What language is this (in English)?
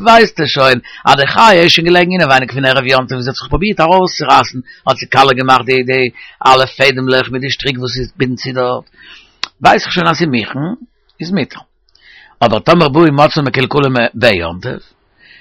Yiddish